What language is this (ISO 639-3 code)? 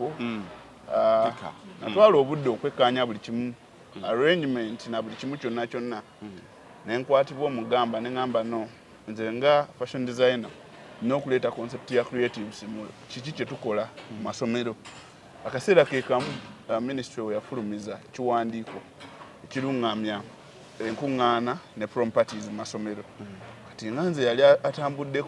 lug